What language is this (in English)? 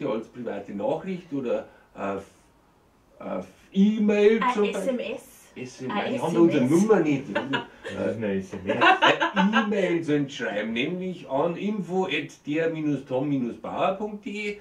Bavarian